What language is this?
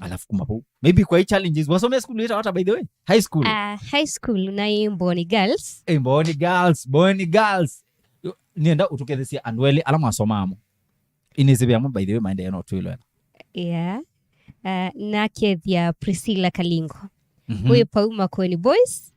Kamba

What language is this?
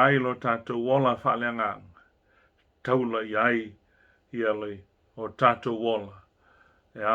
Samoan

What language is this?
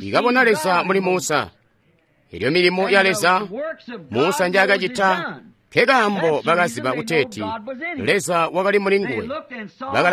Tonga (Zambia)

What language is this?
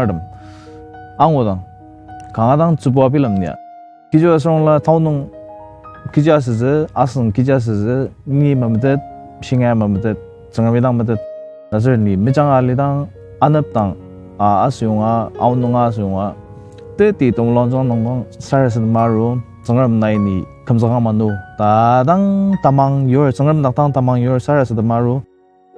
Ao Naga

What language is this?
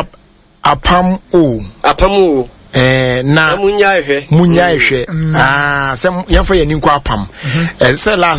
Akan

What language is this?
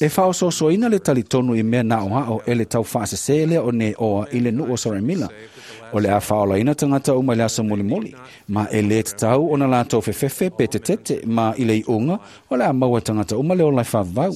Samoan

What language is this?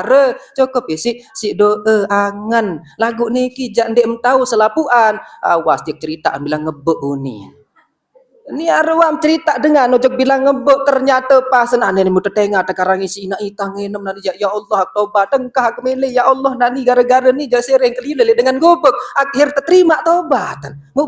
Sasak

